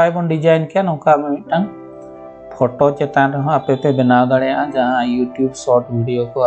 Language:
Santali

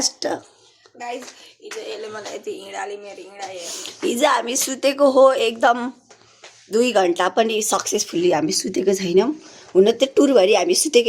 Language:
Nepali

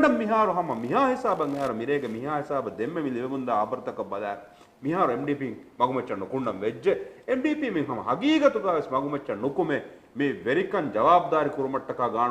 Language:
Divehi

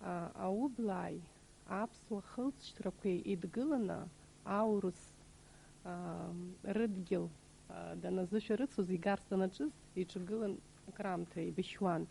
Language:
Abkhazian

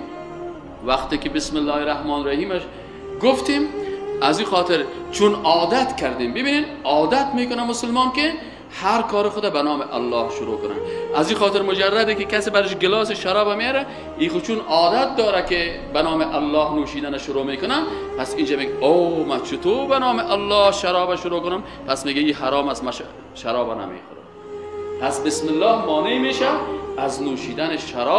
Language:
Persian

